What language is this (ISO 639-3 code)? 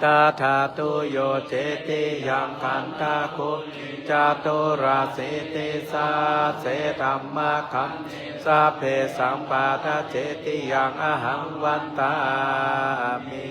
pli